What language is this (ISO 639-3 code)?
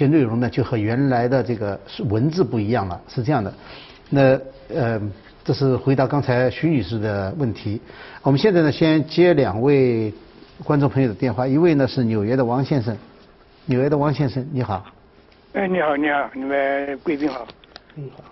zho